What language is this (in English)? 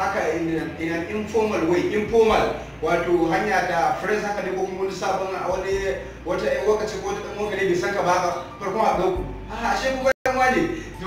Hausa